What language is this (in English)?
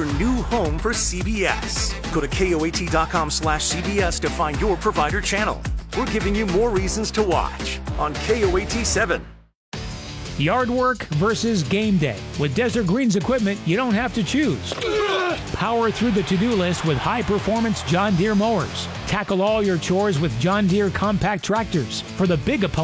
English